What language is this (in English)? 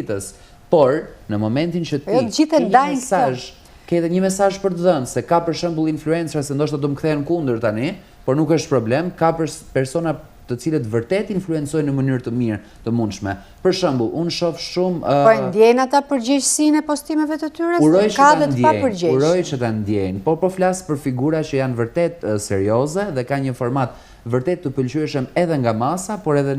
Albanian